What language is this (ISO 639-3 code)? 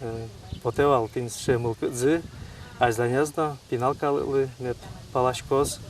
udm